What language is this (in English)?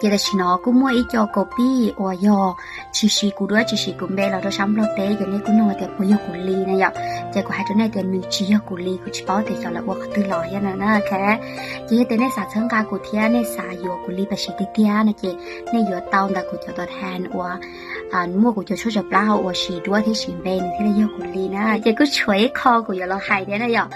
Hmong